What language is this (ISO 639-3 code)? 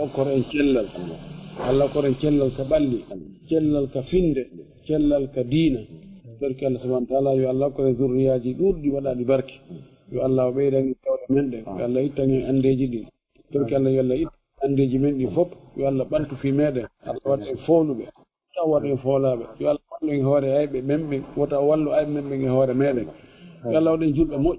ful